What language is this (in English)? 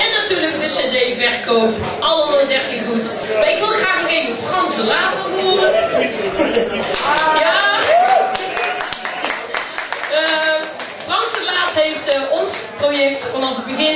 Dutch